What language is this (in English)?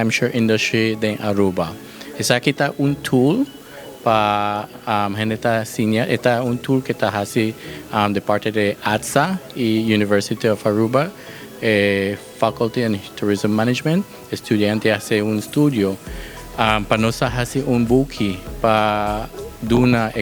Papiamento